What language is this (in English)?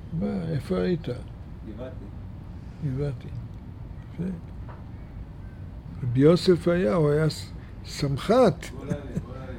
Hebrew